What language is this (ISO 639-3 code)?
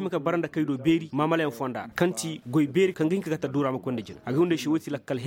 ses